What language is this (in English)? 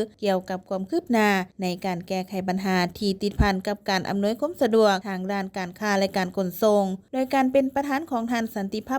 Lao